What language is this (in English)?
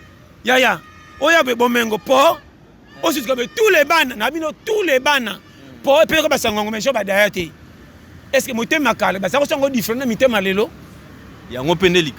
Lingala